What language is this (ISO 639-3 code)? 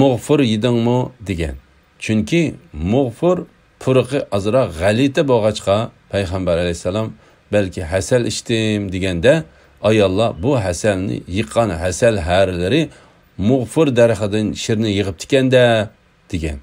uig